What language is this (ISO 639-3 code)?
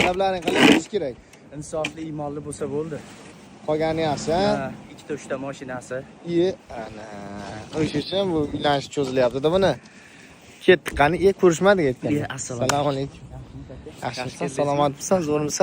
uzb